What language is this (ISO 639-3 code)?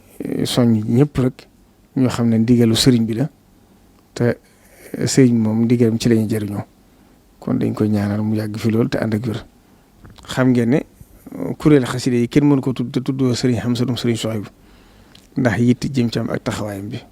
wol